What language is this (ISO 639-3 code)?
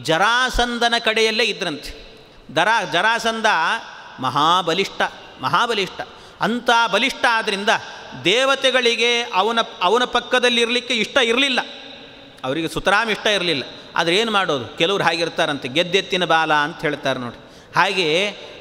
kan